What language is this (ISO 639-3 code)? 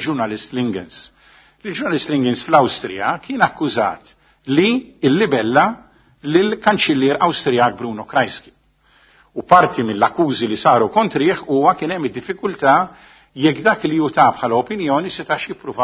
mlt